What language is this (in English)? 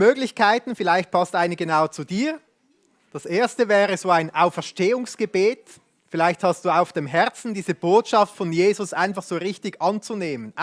Swiss German